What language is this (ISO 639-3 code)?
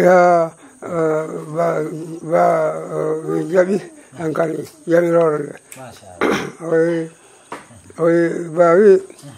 ful